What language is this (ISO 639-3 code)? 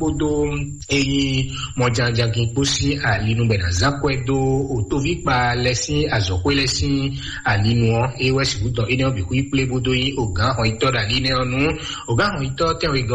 fon